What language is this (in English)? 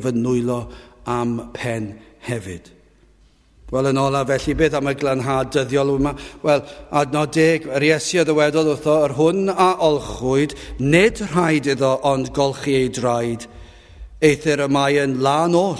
Welsh